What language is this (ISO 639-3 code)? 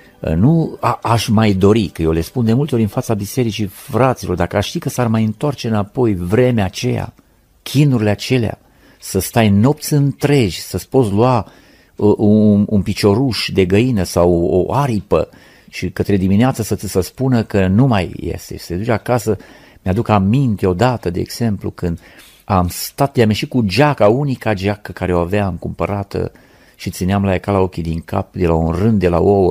ron